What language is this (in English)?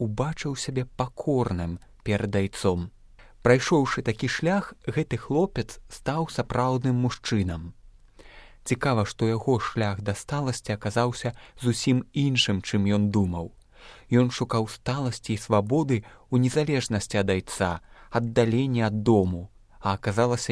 Belarusian